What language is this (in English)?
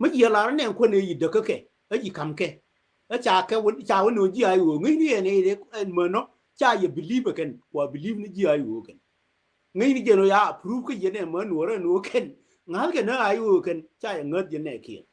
Nuer